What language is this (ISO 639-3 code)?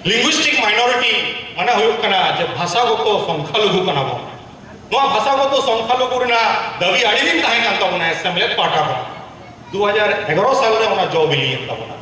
sat